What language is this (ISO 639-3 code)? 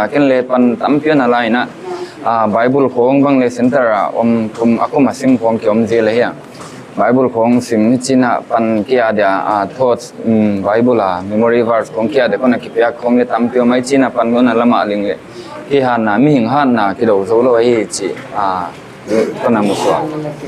pck